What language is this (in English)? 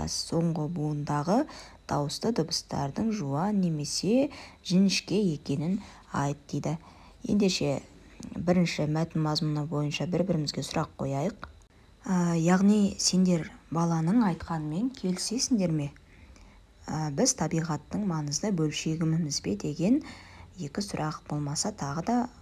Kazakh